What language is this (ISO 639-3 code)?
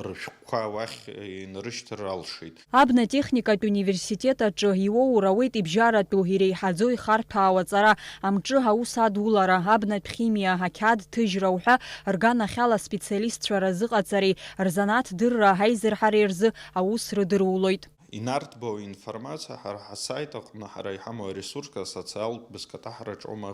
abk